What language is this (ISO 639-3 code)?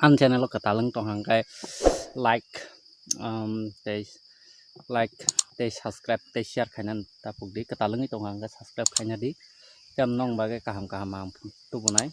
trp